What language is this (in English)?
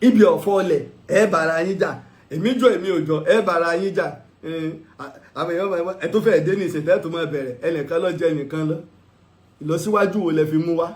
Yoruba